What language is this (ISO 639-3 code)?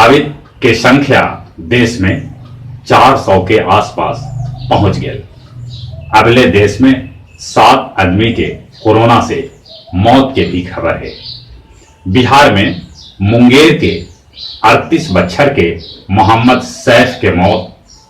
mag